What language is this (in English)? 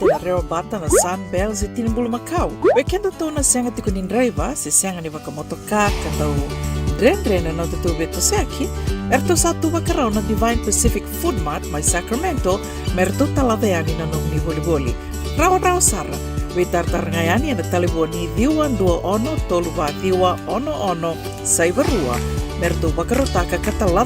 Fijian